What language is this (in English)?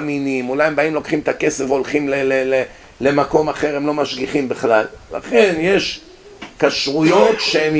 Hebrew